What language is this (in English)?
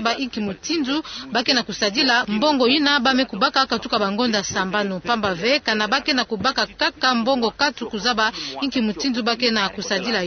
Kituba (Democratic Republic of Congo)